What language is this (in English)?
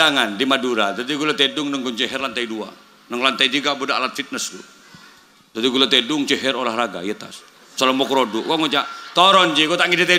Madurese